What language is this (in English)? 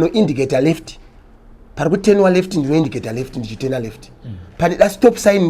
Shona